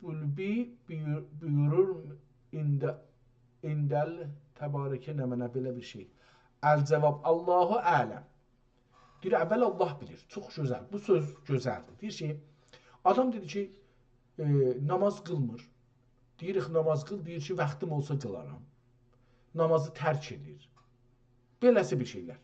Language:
South Azerbaijani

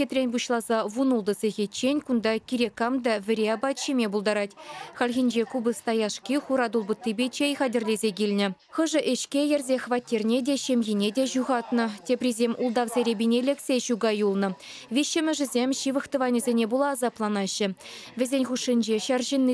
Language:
Chuvash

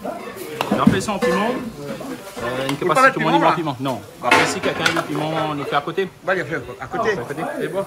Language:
Réunion Creole French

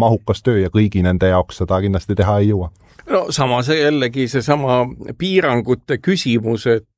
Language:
Estonian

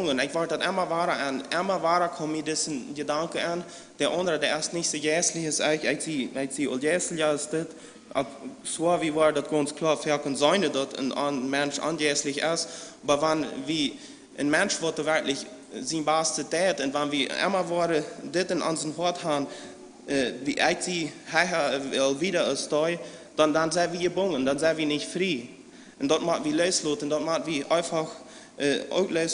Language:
Plautdietsch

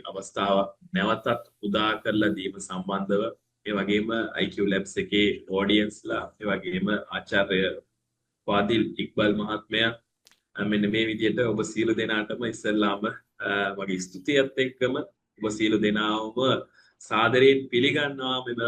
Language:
Sinhala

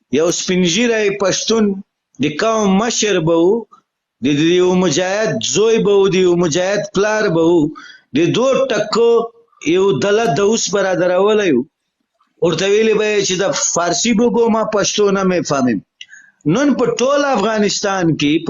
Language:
Pashto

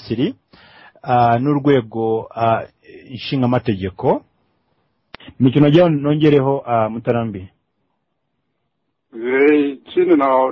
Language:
Kinyarwanda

